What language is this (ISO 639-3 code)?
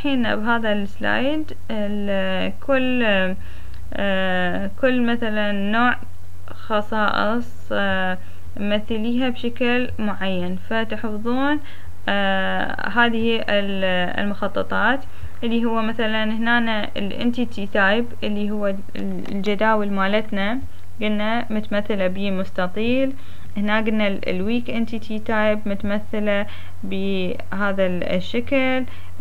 acm